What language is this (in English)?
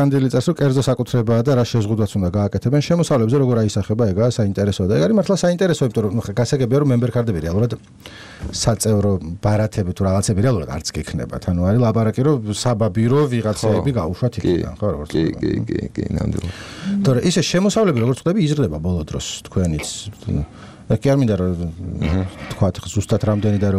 Georgian